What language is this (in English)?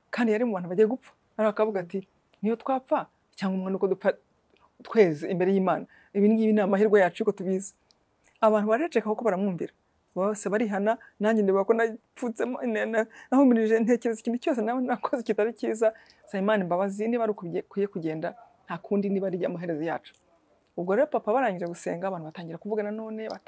Kinyarwanda